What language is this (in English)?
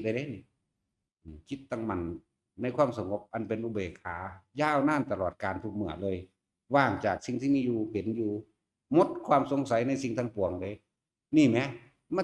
Northeastern Thai